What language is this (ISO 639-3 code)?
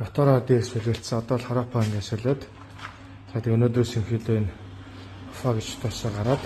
mon